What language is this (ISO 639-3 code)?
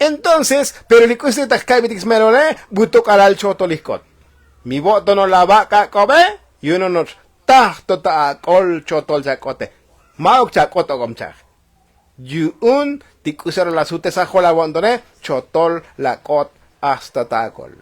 tzo